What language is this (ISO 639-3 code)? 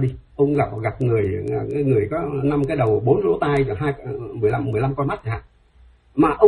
vie